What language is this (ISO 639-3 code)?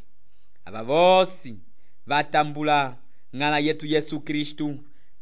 umb